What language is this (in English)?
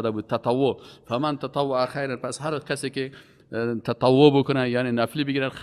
Persian